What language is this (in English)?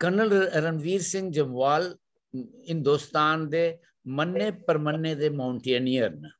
Dogri